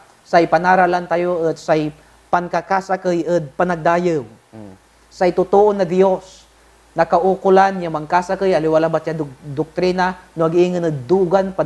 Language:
Pangasinan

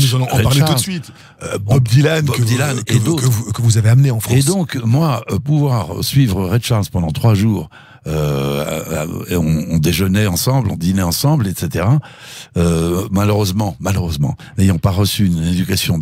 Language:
French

